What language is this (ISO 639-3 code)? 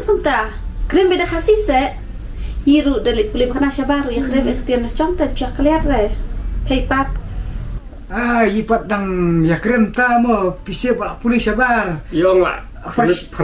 kha